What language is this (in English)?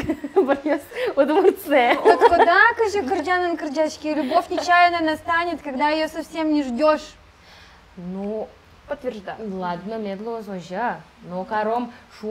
Udmurt